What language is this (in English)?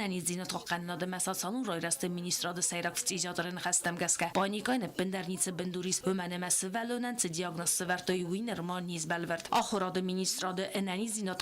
Ossetic